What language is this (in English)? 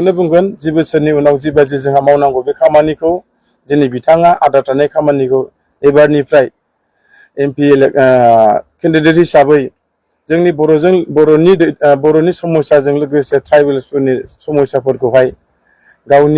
Bodo